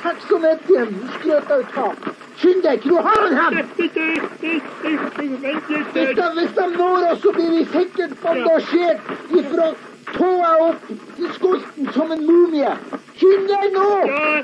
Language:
Norwegian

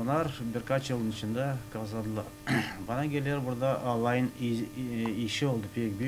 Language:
Gagauz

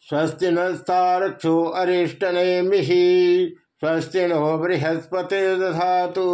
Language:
Sanskrit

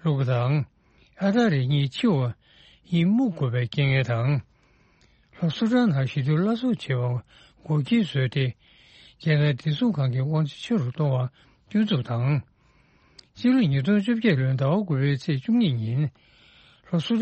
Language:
Tibetan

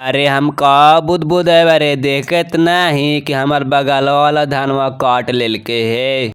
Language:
Magahi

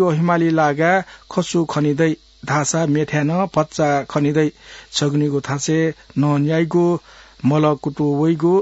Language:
Newari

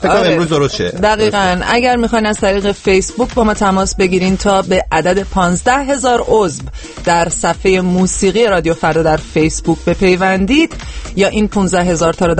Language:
Persian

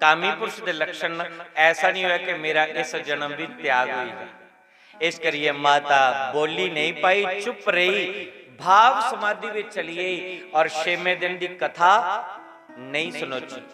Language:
Dogri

